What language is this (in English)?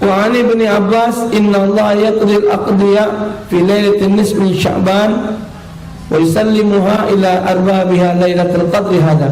Musi